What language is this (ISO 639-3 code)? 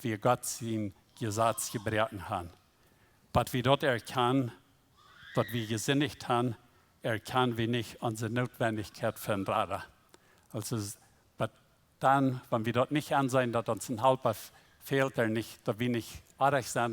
pdt